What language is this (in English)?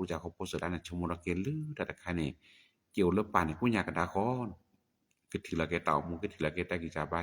S'gaw Karen